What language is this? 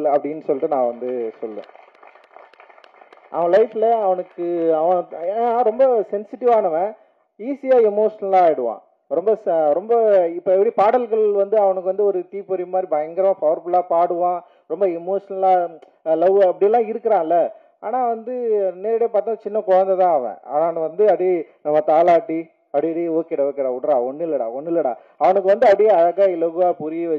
Tamil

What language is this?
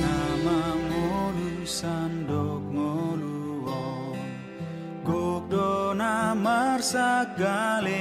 Batak Toba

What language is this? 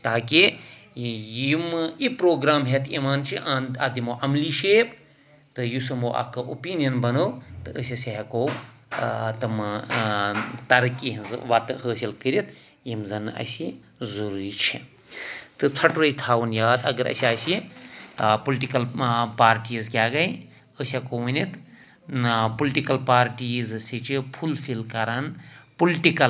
Kashmiri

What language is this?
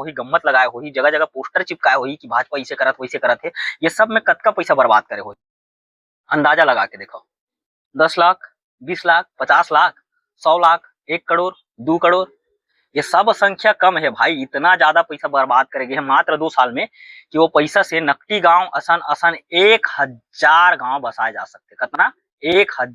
Chhattisgarhi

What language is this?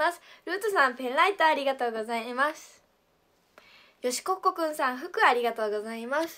Japanese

